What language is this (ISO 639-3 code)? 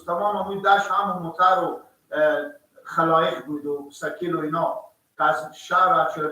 fas